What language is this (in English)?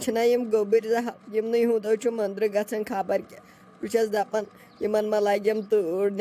Kashmiri